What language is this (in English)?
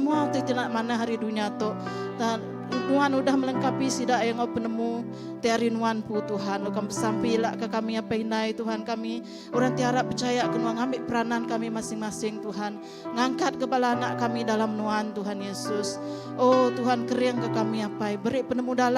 Iban